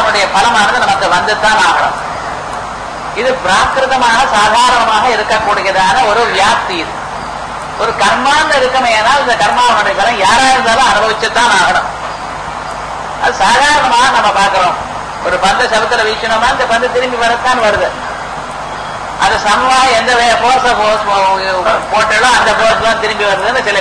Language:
Tamil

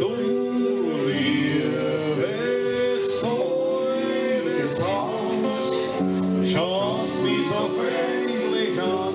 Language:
Bavarian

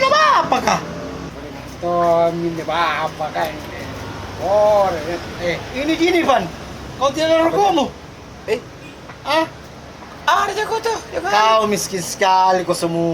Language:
Makassar Malay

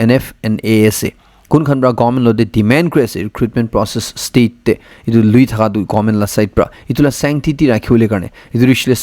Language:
Naga Pidgin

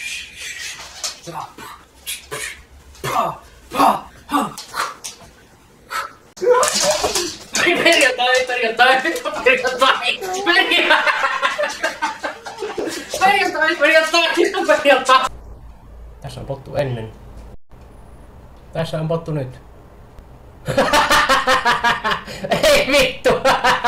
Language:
Finnish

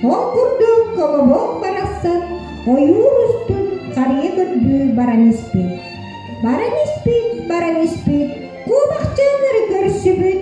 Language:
Yakut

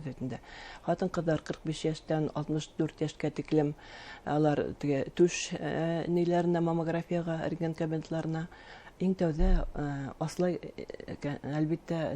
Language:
Bashkir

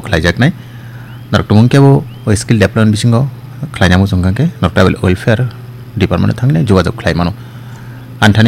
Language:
Kok Borok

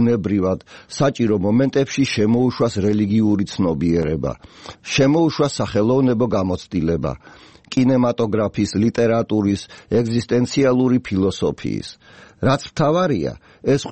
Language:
Georgian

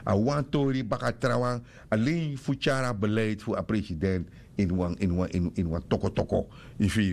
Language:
Sranan Tongo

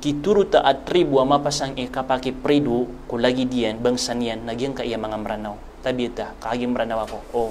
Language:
Maranao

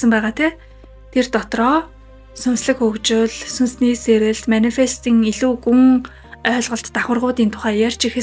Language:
Mongolian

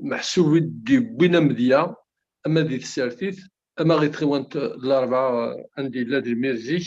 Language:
Kabyle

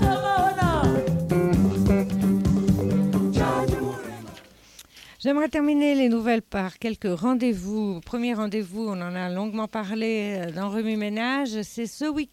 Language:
French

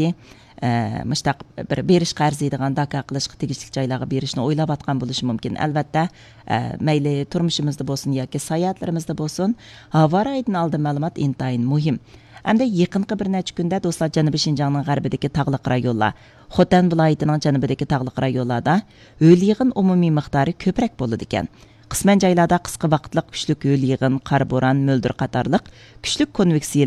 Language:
Uyghur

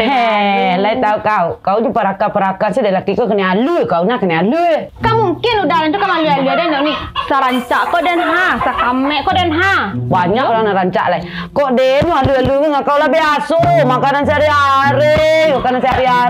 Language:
Minangkabau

